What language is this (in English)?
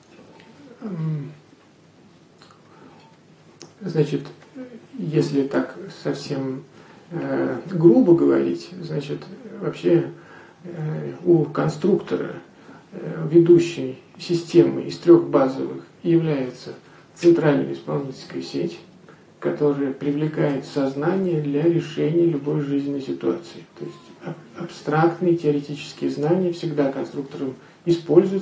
Russian